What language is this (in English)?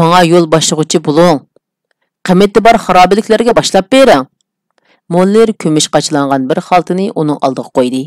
Uyghur